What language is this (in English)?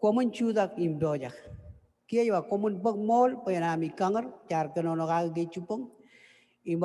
Marshallese